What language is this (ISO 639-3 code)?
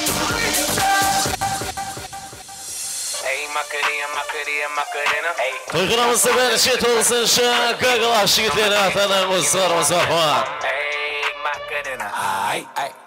kaa